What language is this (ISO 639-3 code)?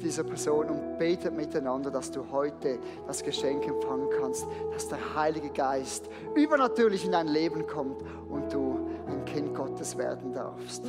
gsw